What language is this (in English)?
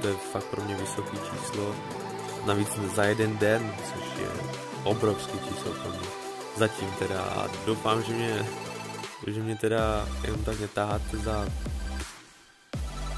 Czech